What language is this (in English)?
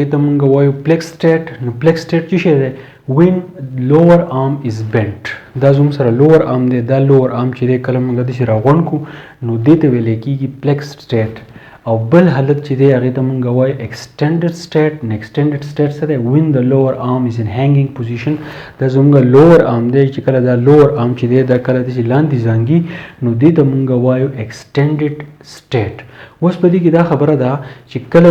Pashto